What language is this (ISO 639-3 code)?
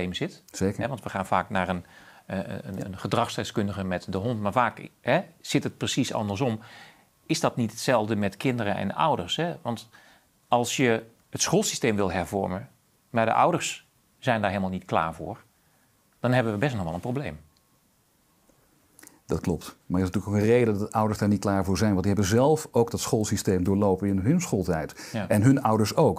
nld